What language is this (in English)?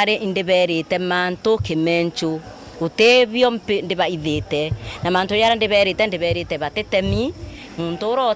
Meru